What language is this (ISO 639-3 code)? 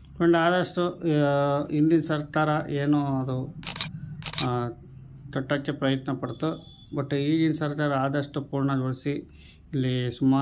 kan